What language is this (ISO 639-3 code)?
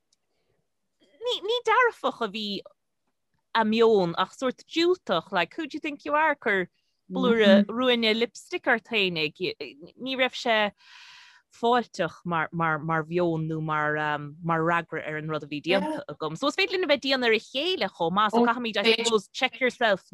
gle